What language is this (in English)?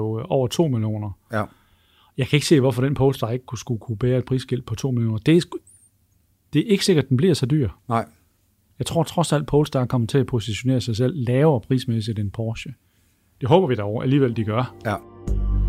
Danish